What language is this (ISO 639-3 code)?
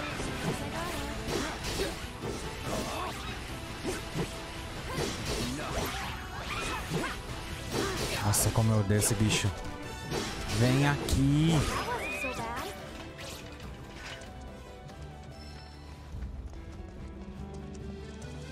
por